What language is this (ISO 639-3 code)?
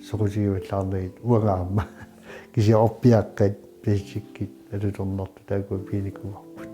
kal